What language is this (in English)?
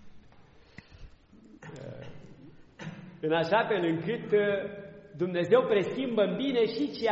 Romanian